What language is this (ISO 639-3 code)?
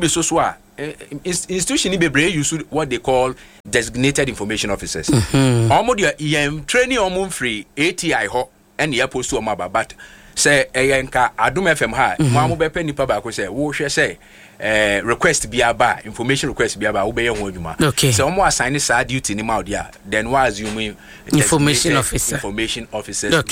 aka